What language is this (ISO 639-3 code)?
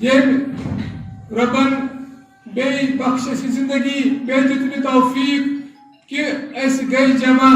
kas